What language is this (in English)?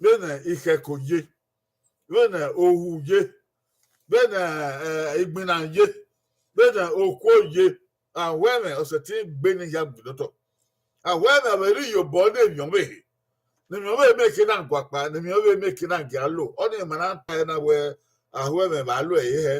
Bini